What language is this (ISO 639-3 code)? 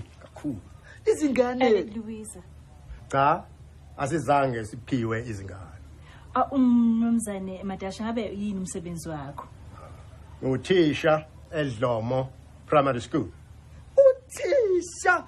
zul